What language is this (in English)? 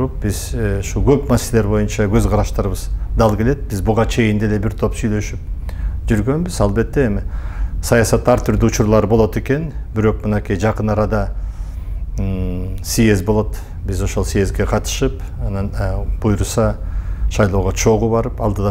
Kyrgyz